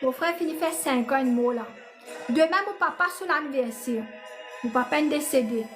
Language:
Morisyen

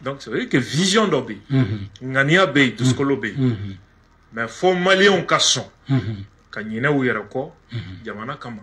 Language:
Bambara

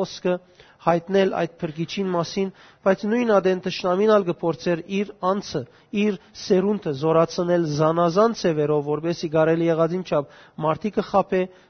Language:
Western Armenian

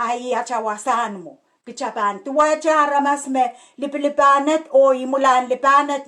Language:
Pohnpeian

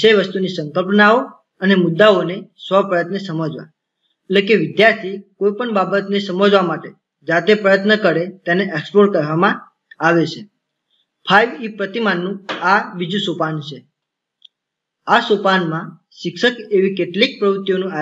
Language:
Gujarati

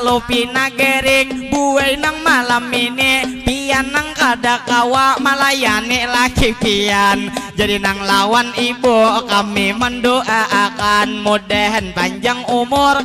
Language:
Banjar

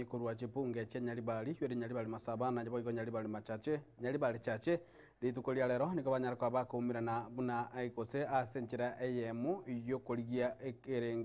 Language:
Gusii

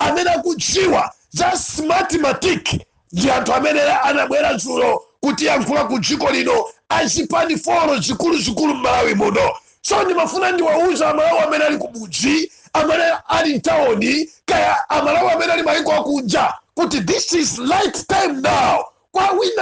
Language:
Nyanja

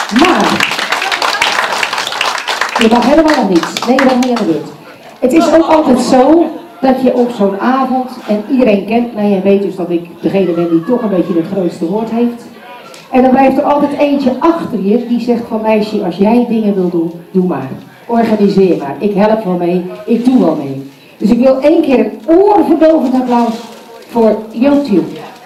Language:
Dutch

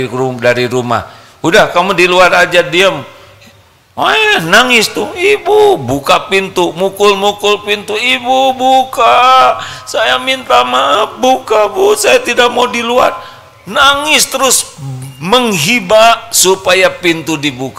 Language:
Indonesian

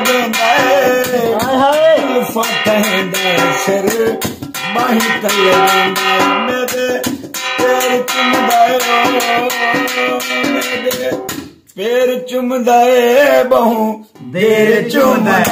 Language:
Saraiki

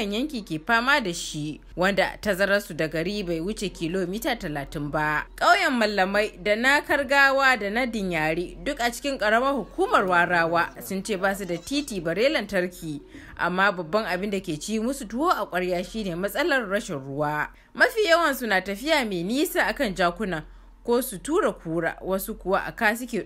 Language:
Hausa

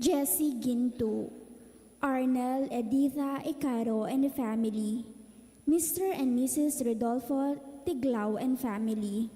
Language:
Pampanga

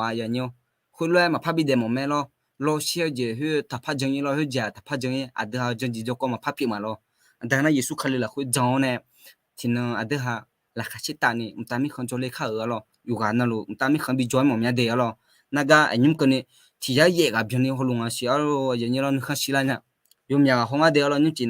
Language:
Akha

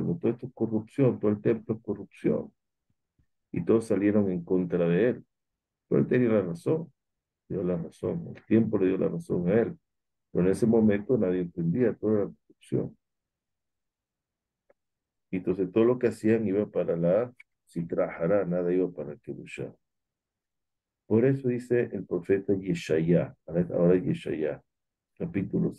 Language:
Spanish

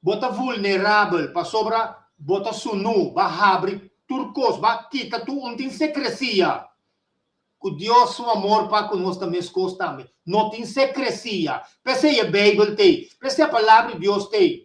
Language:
Papiamento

